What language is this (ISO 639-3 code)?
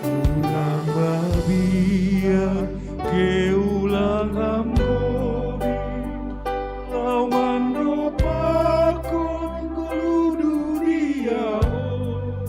bts